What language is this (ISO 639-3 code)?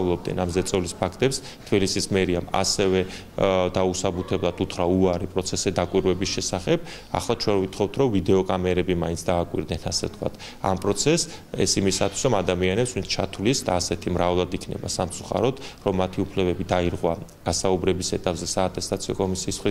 kat